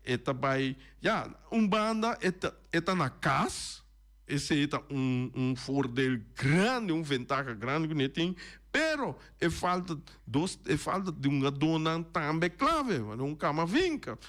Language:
Papiamento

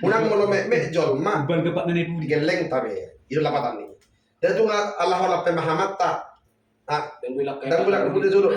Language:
Batak Toba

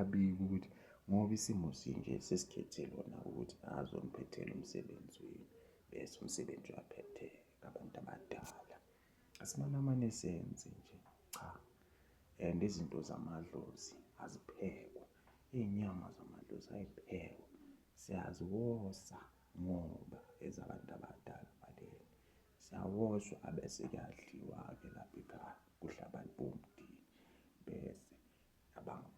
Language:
Zulu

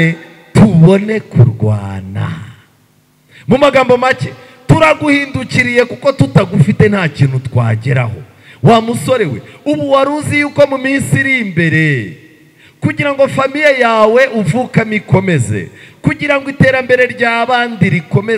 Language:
Kinyarwanda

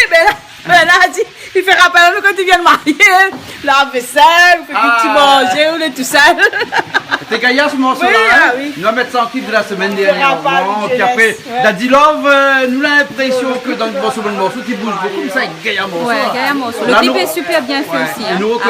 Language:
Réunion Creole French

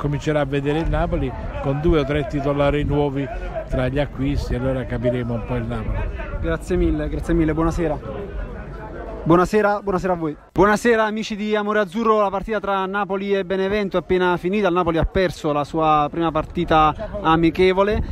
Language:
Italian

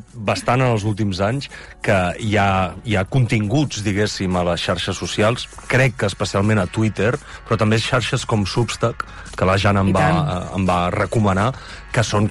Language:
Catalan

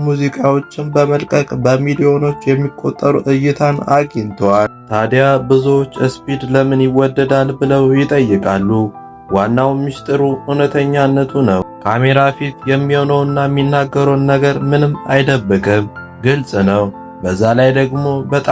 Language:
Amharic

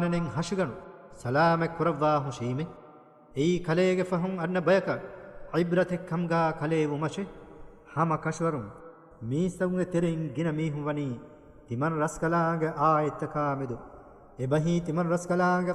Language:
Divehi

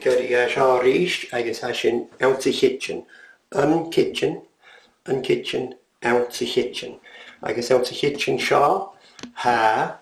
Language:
Scottish Gaelic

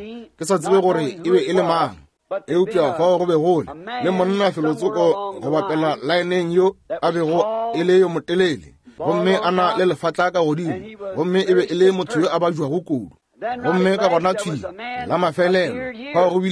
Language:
Northern Sotho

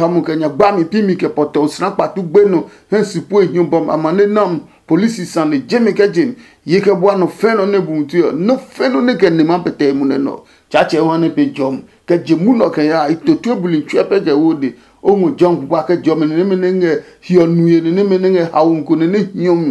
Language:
Adangme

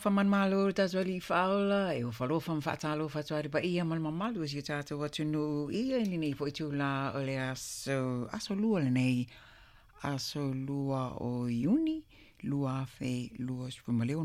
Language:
Samoan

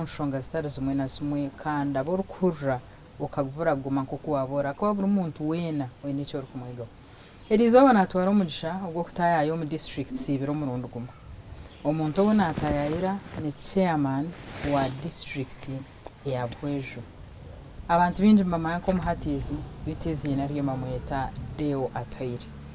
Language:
Nyankole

